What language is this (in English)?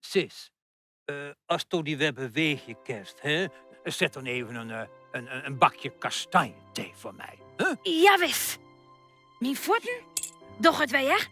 Western Frisian